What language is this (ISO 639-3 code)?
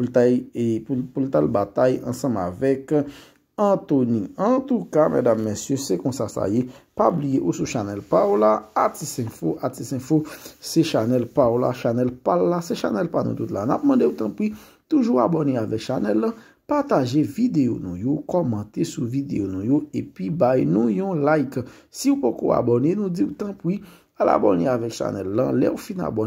hat